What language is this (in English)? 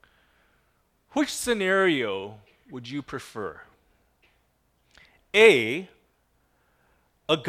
English